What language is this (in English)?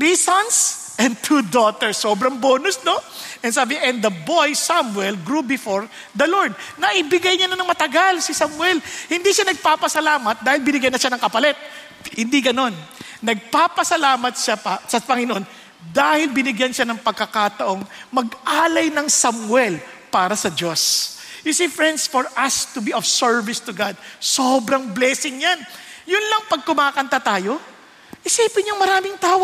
Filipino